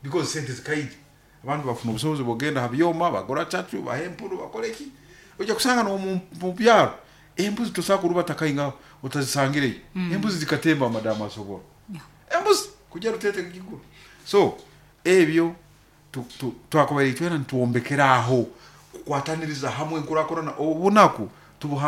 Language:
Nyoro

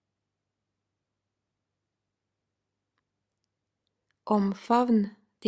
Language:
Norwegian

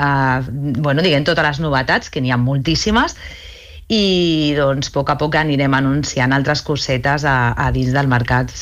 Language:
Catalan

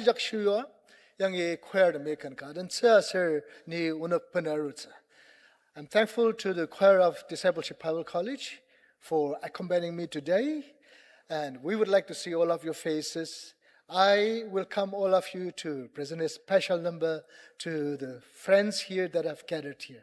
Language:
Ao Naga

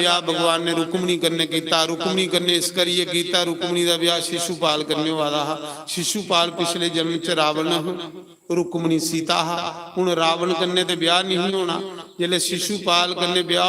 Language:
Dogri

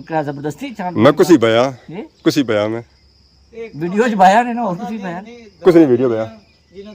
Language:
Pahari-Potwari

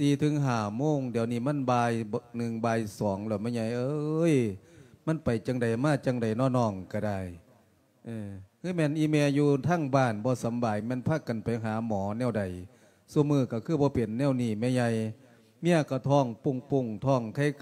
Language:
Lao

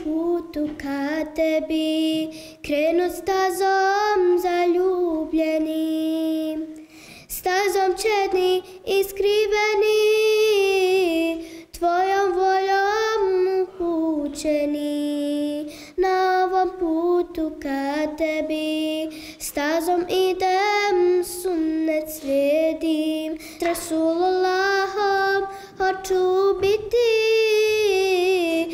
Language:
Bosnian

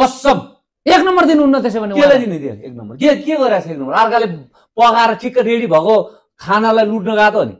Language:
Nepali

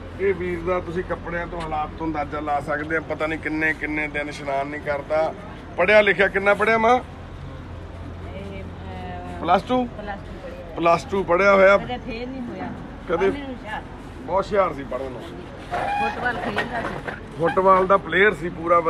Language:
Punjabi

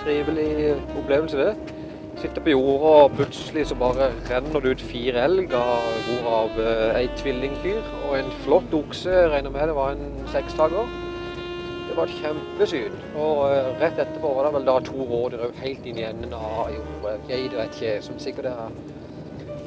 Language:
Norwegian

